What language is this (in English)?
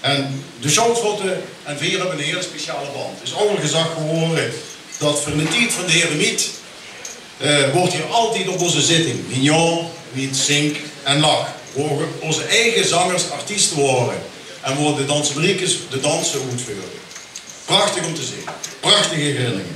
Limburgish